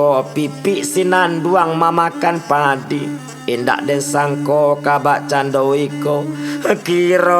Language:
Minangkabau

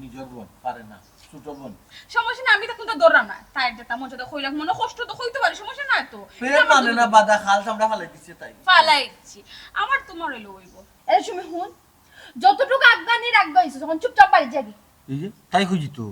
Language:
Sylheti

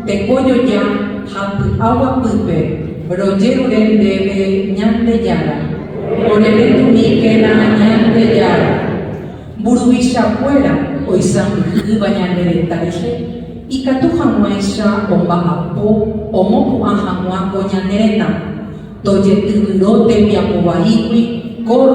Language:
Guarani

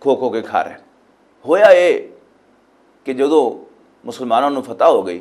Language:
Western Panjabi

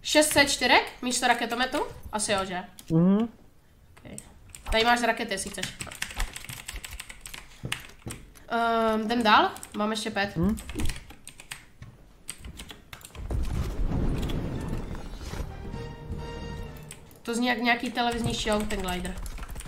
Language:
Czech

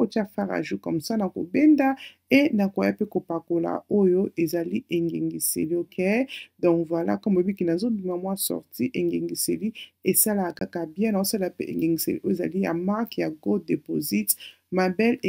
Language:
Lingala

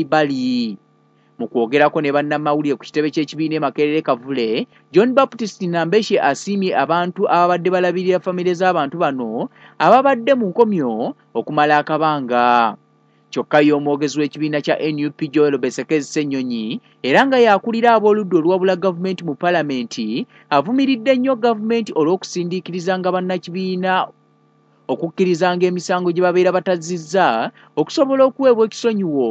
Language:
Ganda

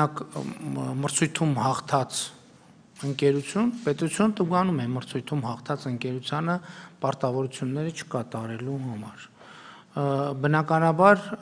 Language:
Armenian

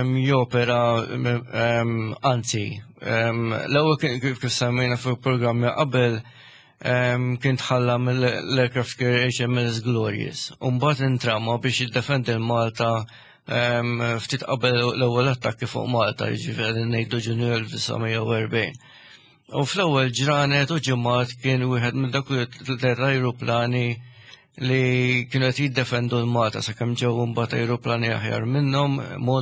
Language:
Maltese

